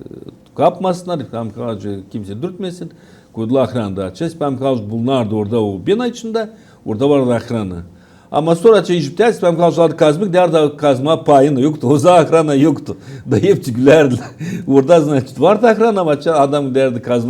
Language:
Gagauz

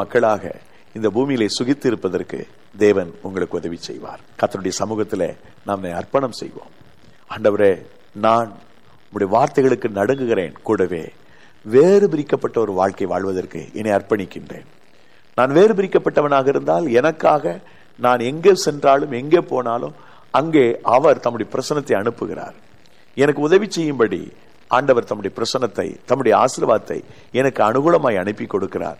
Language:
Tamil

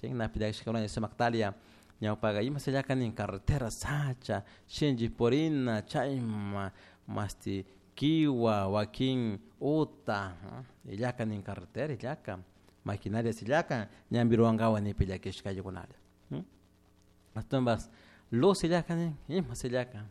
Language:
Chimborazo Highland Quichua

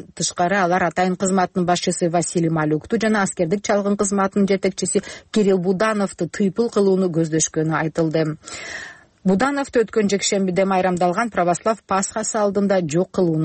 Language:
Kyrgyz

